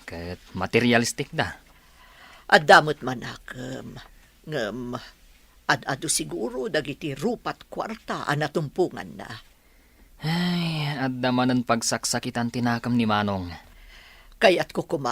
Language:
Iloko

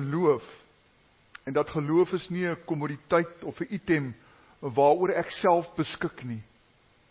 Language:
Afrikaans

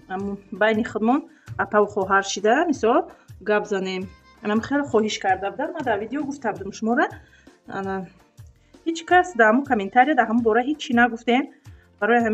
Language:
Tajik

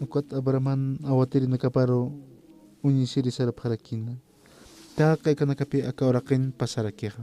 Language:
Aymara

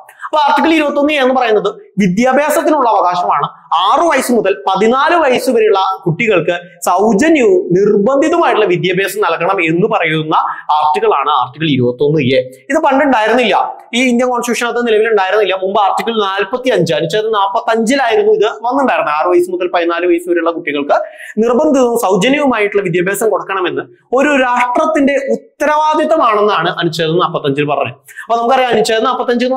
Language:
Malayalam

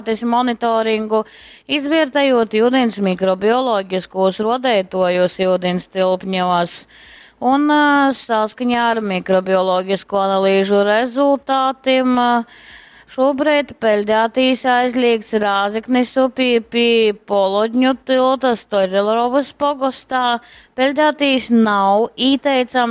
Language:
Latgalian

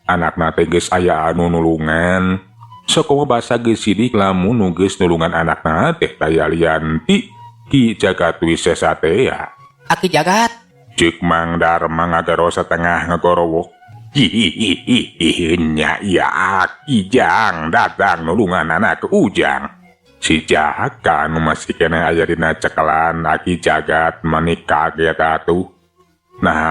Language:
Sundanese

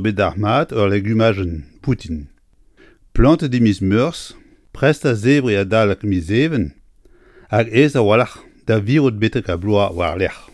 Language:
Breton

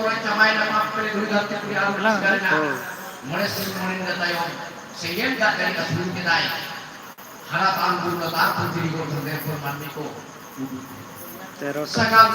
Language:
Santali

